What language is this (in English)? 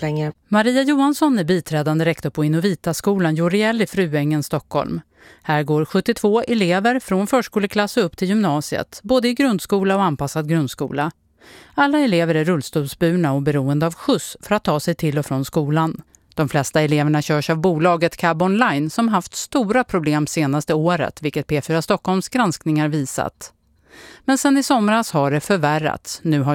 Swedish